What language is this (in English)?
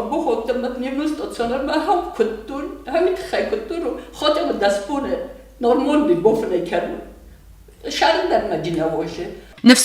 Ossetic